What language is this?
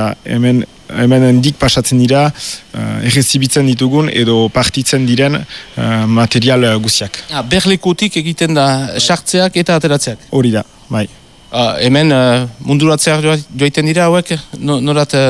Basque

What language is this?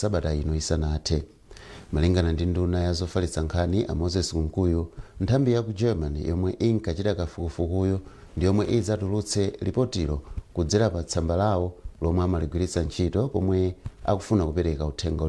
Nyanja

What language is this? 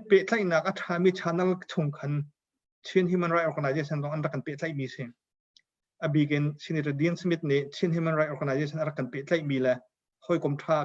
Hakha Chin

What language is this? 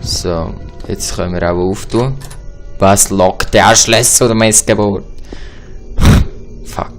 Swiss German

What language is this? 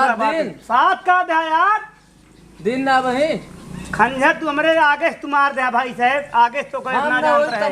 Awadhi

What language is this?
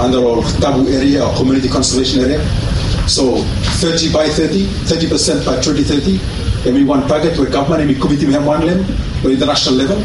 Bislama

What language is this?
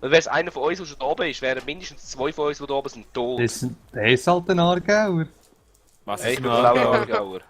Swiss German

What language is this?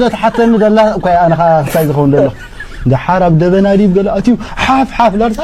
Tigrinya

